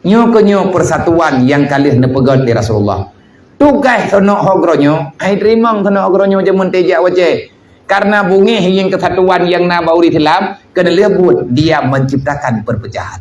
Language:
Achinese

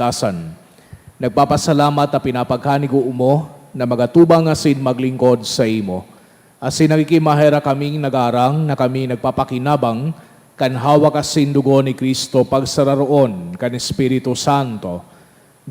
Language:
Bikol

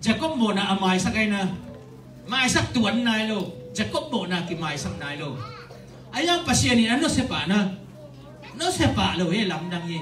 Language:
Tedim Chin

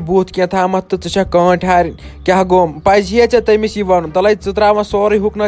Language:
Kashmiri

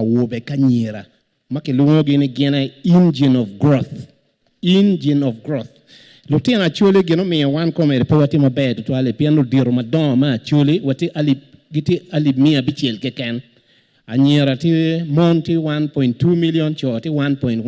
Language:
Acoli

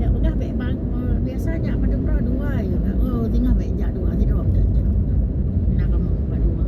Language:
Achinese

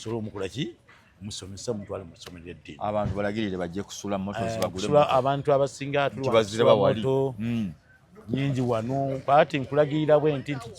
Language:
Ganda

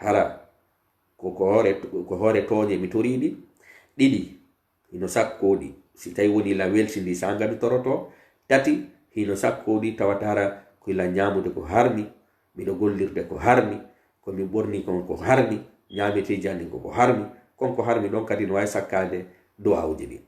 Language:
Pular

